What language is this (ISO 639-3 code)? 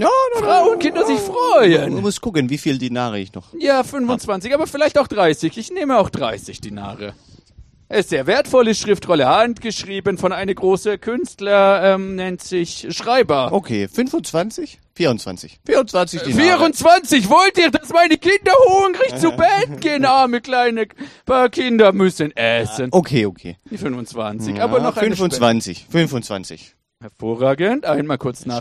deu